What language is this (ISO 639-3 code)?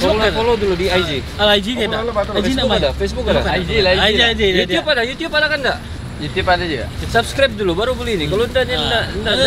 msa